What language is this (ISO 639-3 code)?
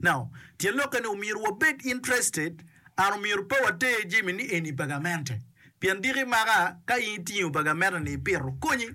ach